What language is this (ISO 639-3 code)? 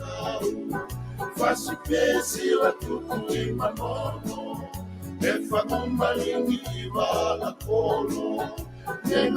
ton